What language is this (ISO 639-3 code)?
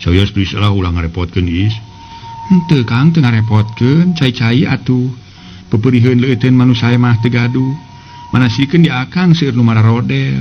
sun